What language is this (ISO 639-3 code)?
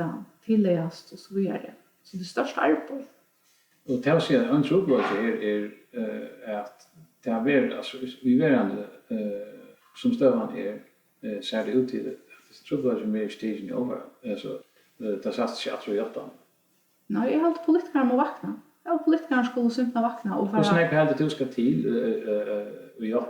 fao